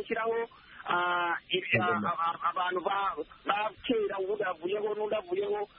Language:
Kinyarwanda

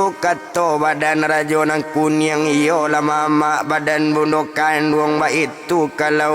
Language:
Minangkabau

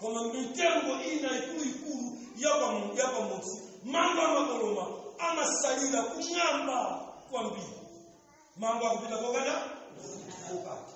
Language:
Nyanja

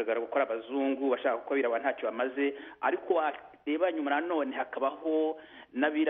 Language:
Kinyarwanda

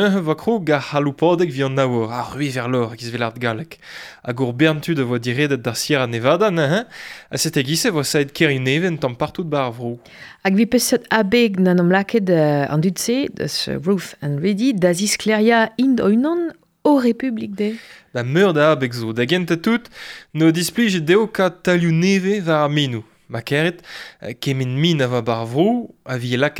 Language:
Breton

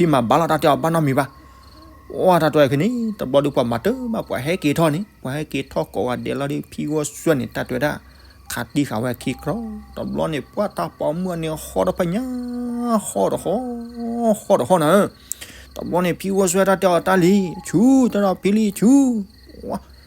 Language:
S'gaw Karen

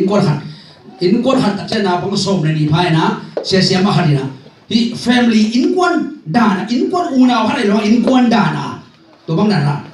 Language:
Tedim Chin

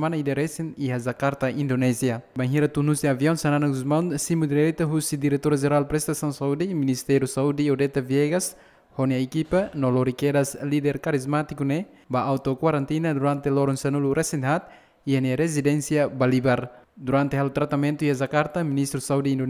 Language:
Tetum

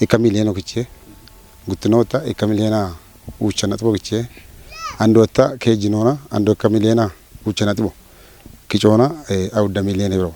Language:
Kafa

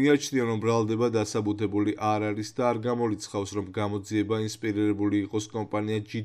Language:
Georgian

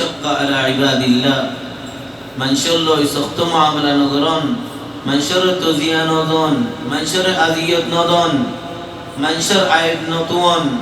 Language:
Rohingya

